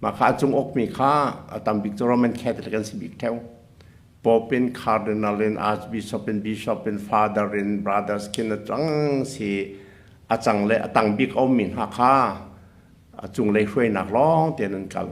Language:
Hakha Chin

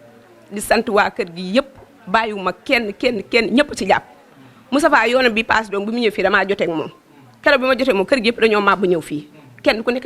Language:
Wolof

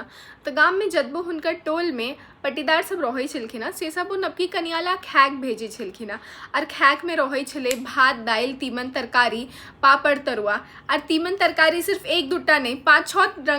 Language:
Maithili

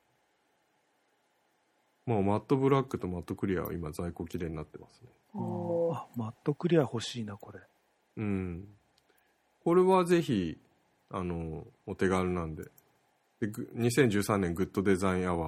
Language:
Japanese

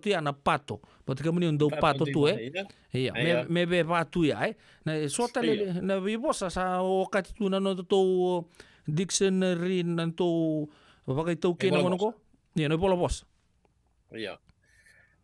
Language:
Fijian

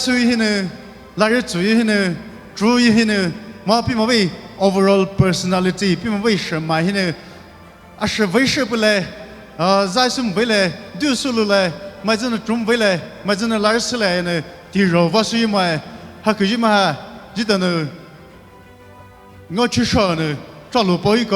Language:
Poumei Naga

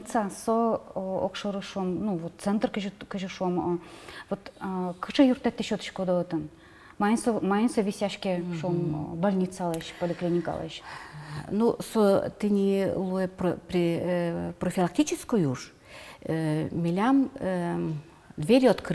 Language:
Udmurt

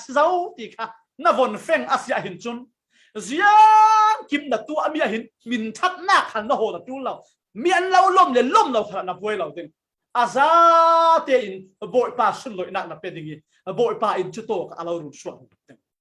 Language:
Falam Chin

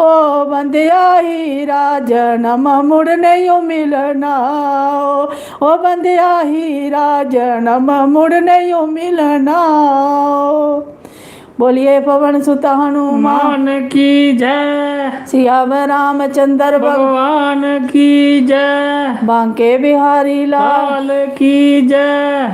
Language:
Dogri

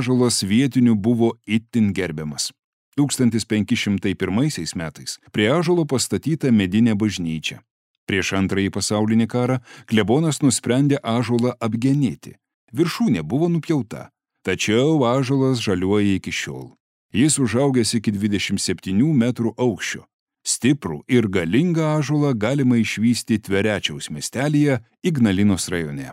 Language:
Lithuanian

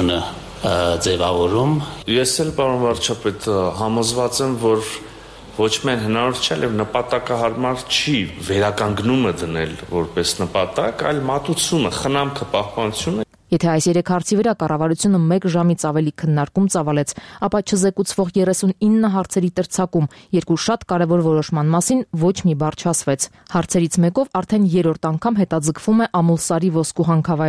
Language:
Armenian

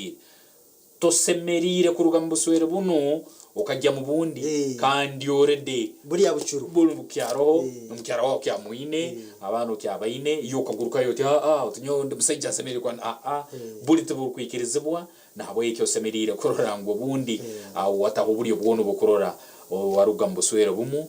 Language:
Nyankole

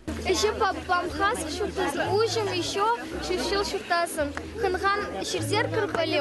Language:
Khakas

